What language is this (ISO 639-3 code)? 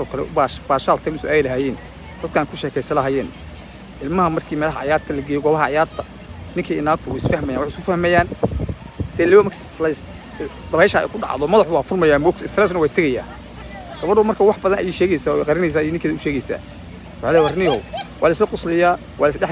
som